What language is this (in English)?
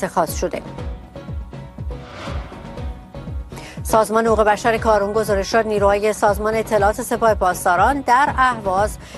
Persian